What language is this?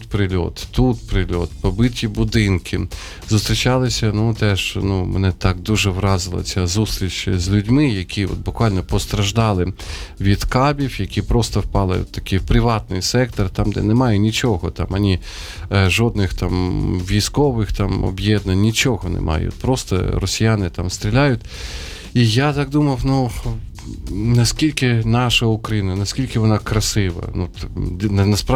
Ukrainian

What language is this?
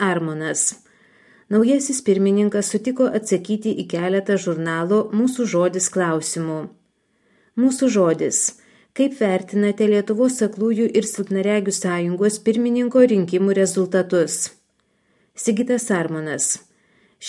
Lithuanian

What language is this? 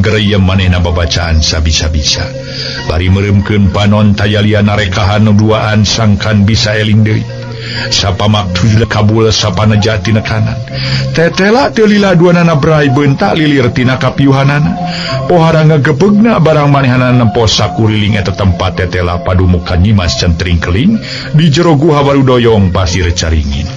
Sundanese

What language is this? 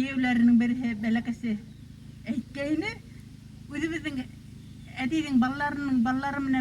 Bashkir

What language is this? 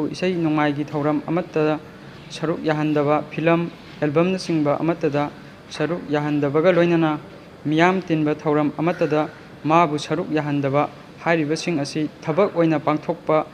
Manipuri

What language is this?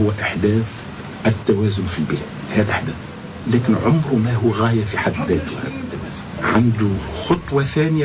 Tunisian Arabic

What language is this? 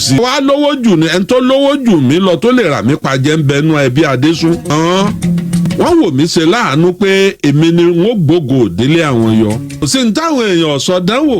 Yoruba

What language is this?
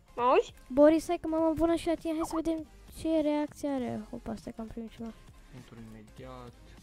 Romanian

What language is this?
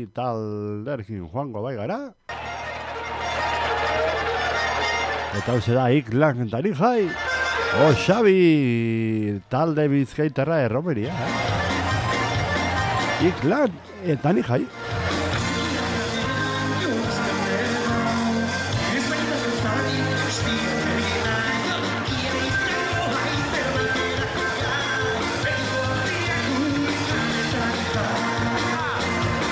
Basque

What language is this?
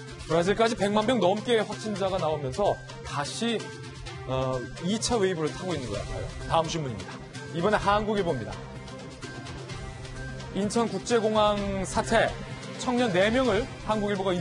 Korean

